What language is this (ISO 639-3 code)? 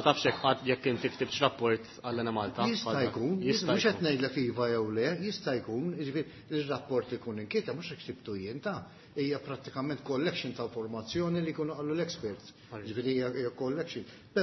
mlt